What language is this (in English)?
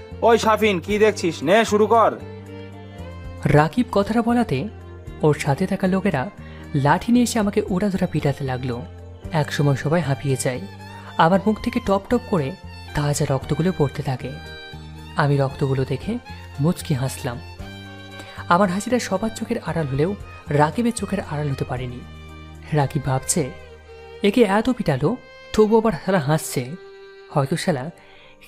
Bangla